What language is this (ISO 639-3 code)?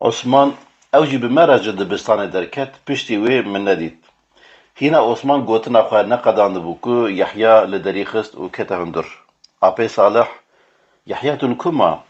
kur